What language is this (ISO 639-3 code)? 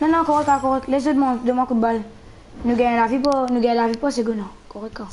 mfe